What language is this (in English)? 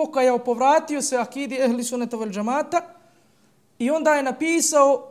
Bosnian